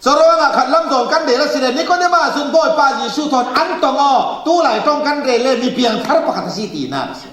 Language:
Falam Chin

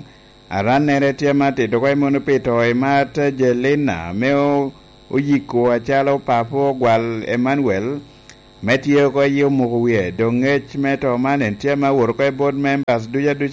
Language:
Lango (Uganda)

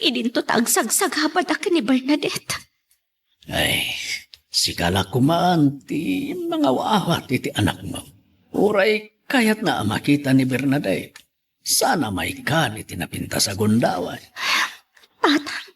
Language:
Iloko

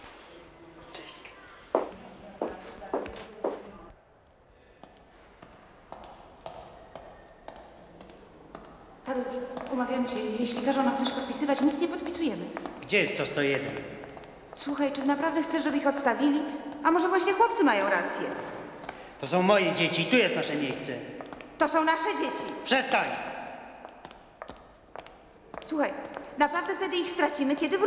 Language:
Polish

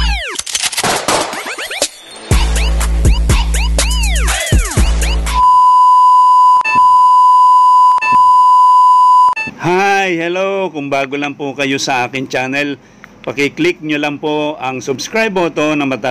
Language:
Filipino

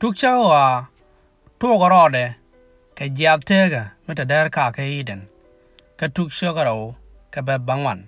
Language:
Nuer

